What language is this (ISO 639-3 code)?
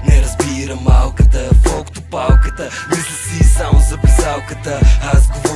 bul